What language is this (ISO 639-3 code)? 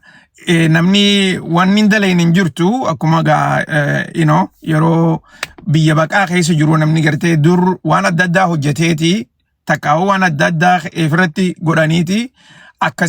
orm